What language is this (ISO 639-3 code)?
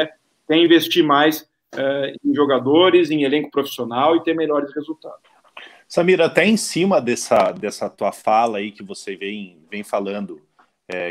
por